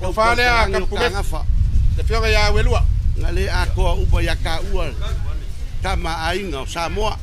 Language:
Samoan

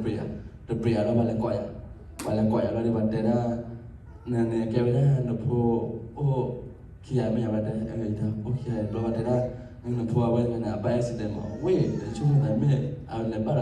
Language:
S'gaw Karen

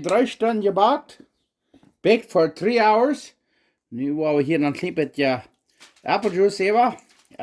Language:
Plautdietsch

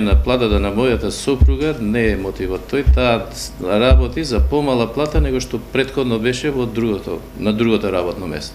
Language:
Macedonian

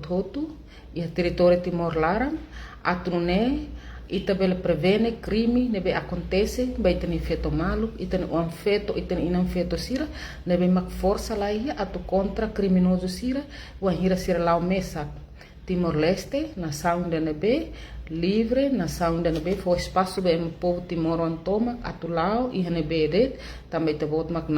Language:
Tetum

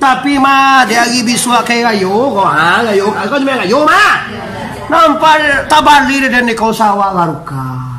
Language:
Minangkabau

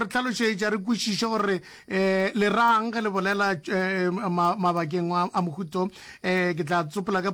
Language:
Northern Sotho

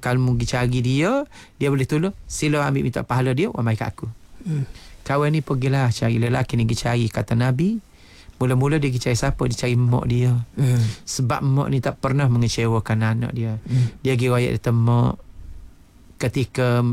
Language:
Malay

